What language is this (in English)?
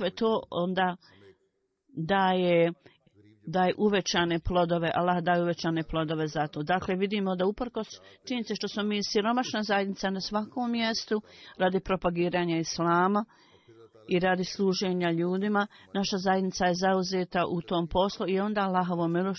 Bosnian